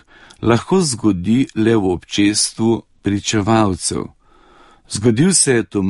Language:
Slovenian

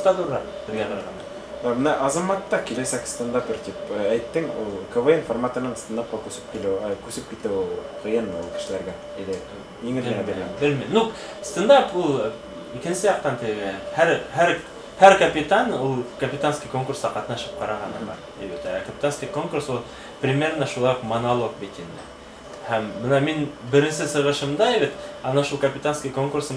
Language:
Bashkir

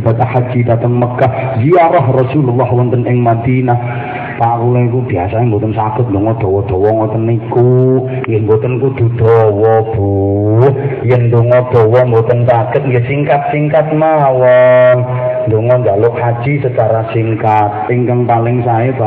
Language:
Javanese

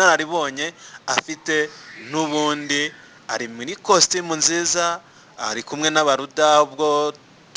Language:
Kinyarwanda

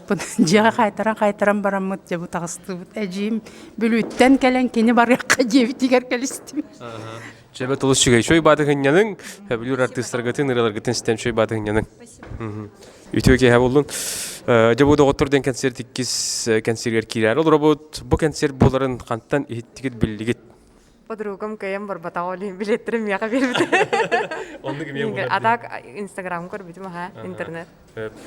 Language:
Yakut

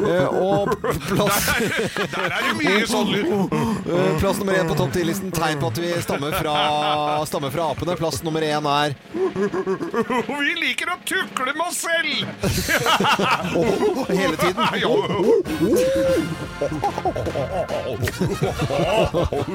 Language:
Norwegian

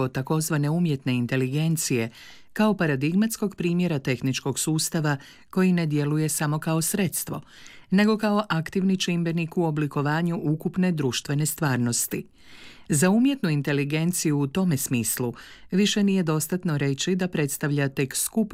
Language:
Croatian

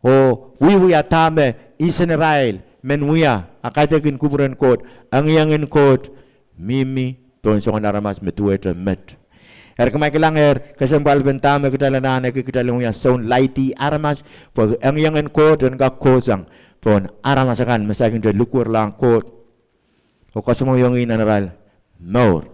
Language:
Pohnpeian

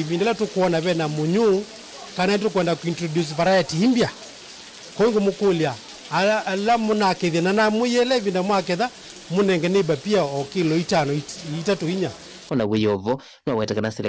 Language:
Kamba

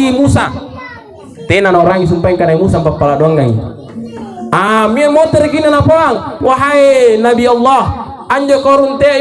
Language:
Makasar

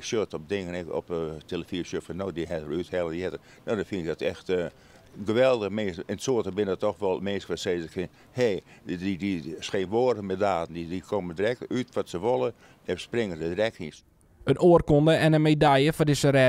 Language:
Western Frisian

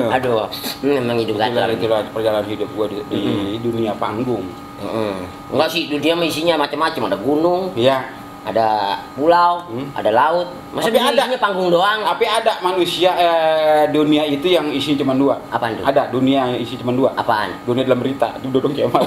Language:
Betawi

